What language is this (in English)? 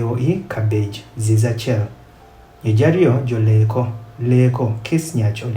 Adhola